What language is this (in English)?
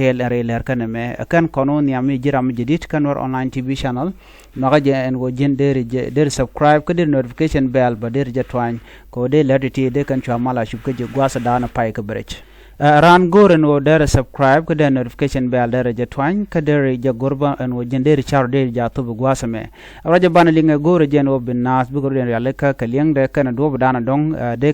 Nuer